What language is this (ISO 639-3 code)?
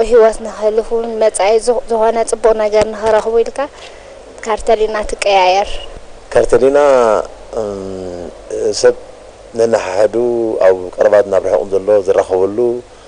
tir